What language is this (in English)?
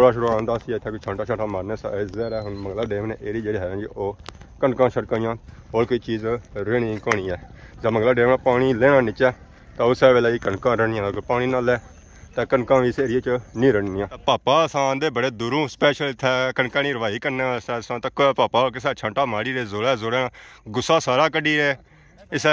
Pahari-Potwari